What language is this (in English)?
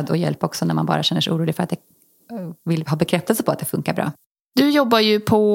Swedish